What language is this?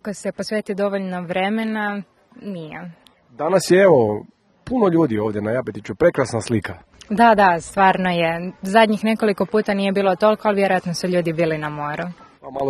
Croatian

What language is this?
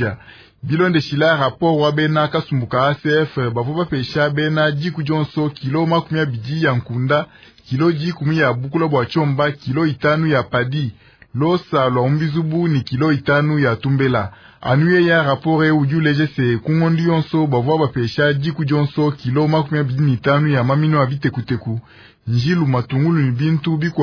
Luba-Lulua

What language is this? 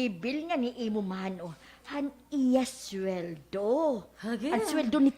Waray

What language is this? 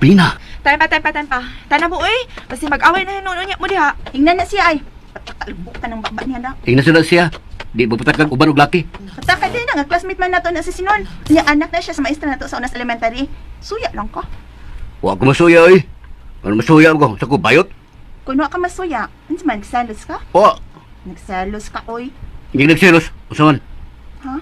Cebuano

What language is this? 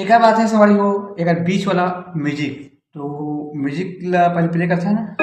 Chhattisgarhi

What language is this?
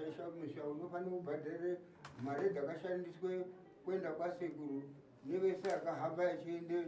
Shona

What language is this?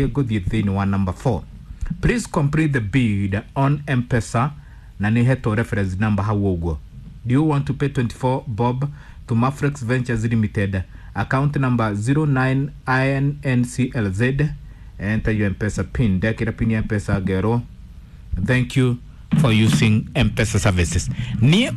Kikuyu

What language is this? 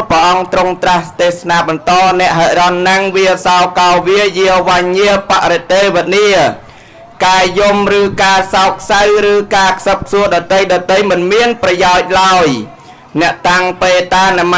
Khmer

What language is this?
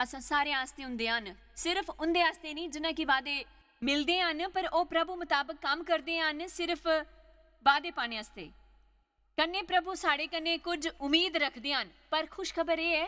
Dogri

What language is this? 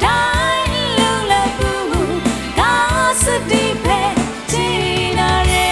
Kachin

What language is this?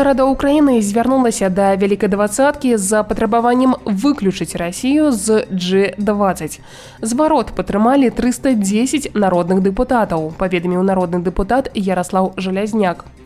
Belarusian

